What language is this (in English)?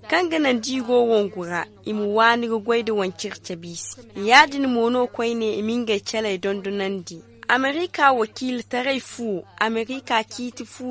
Zarma